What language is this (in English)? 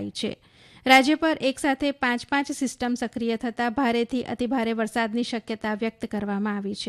Gujarati